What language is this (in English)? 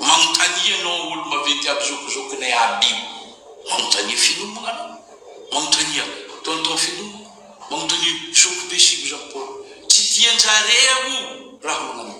Malagasy